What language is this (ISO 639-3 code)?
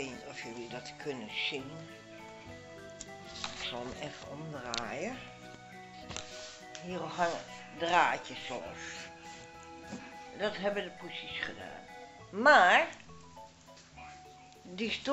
nld